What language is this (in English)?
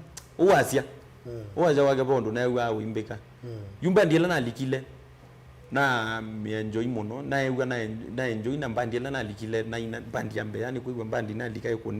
Kamba